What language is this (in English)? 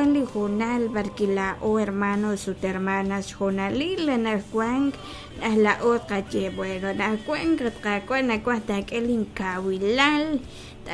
Kekchí